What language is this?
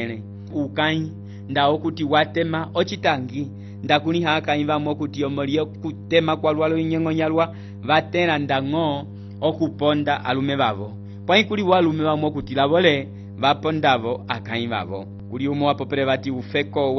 Umbundu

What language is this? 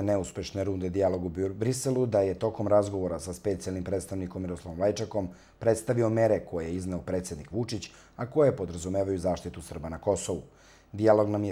Serbian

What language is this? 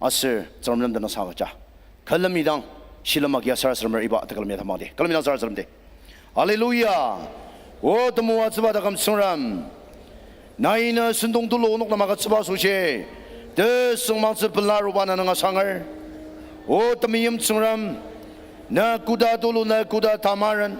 Ao Naga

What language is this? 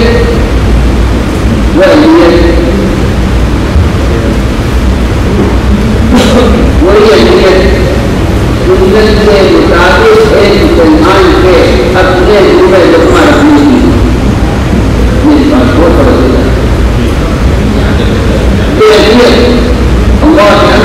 Urdu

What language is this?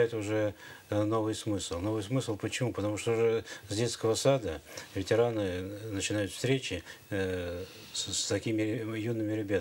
Russian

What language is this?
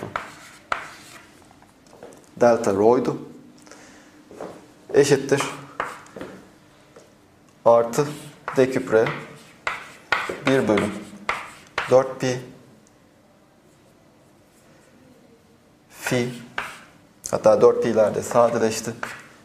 Turkish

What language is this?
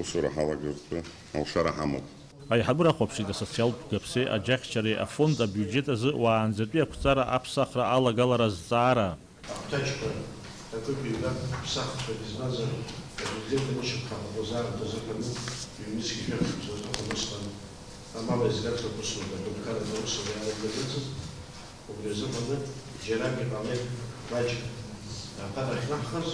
Abkhazian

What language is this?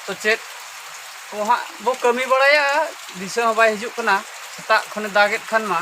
Santali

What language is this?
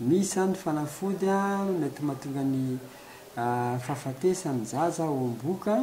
Malagasy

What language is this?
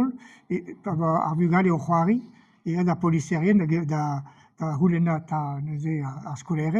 Breton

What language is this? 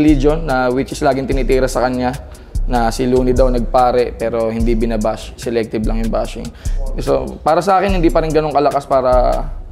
Filipino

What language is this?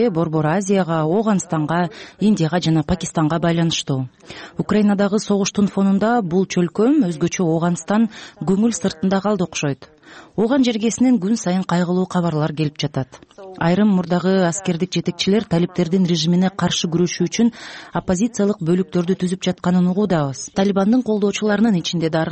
Kyrgyz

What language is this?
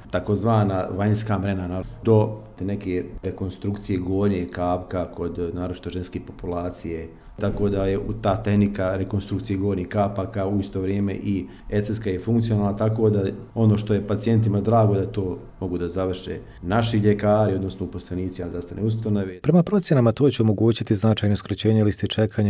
Croatian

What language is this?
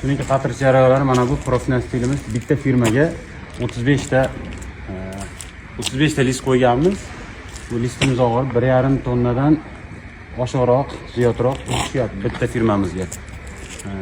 Uzbek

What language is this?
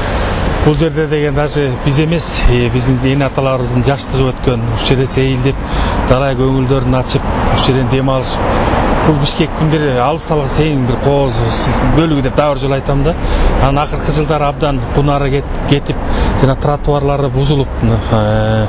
Kyrgyz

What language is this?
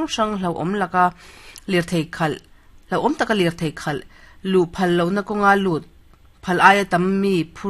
Mizo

